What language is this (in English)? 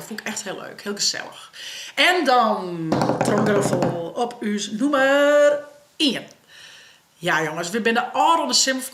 Western Frisian